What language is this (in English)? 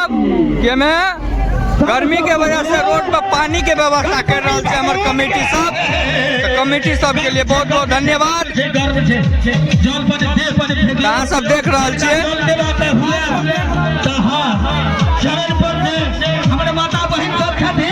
Maithili